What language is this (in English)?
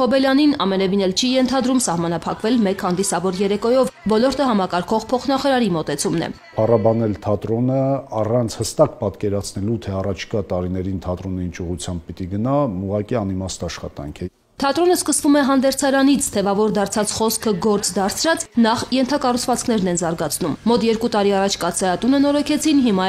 Armenian